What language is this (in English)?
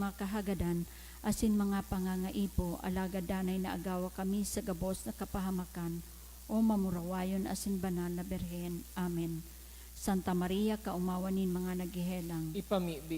Bikol